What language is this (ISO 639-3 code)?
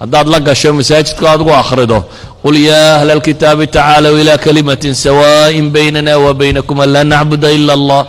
som